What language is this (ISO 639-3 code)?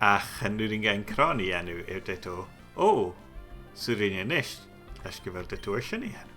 gla